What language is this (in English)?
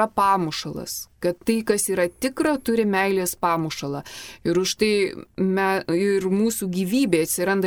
Lithuanian